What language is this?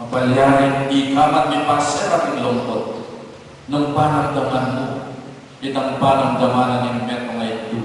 Pampanga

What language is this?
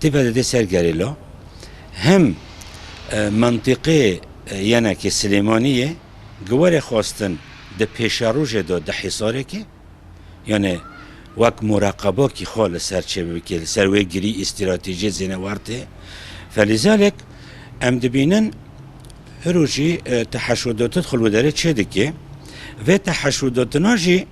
Kurdish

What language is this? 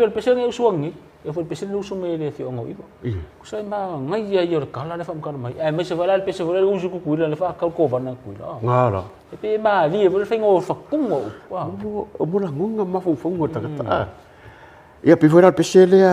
Samoan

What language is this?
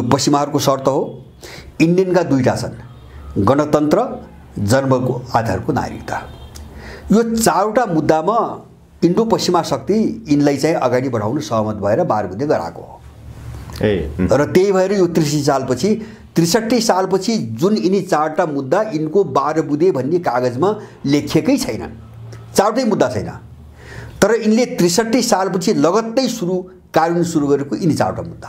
Nepali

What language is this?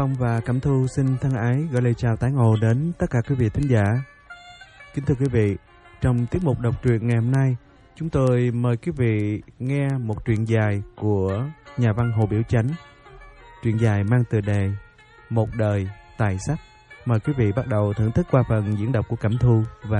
Vietnamese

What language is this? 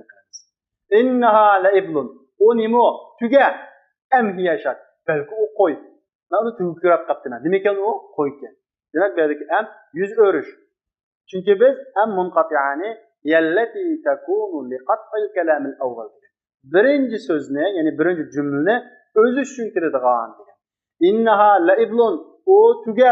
Uyghur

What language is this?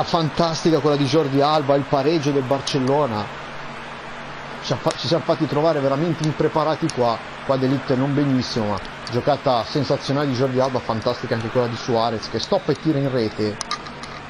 Italian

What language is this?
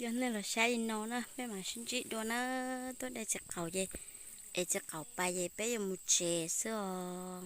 Hmong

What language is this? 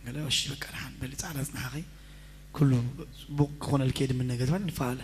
Tigrinya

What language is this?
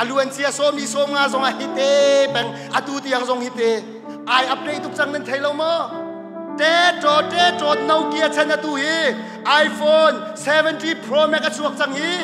Hakha Chin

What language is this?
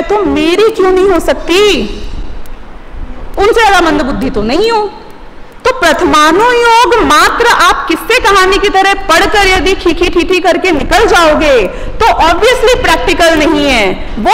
Hindi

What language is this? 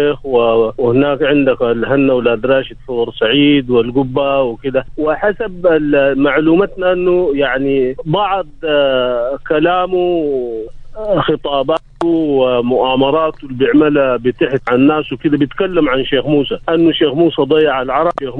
Sudanese Arabic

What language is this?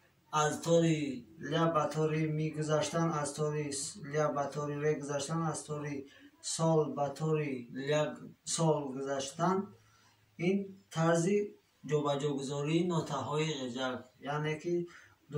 Tajik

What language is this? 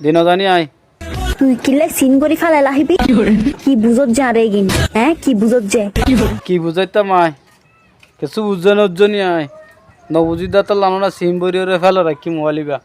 Rohingya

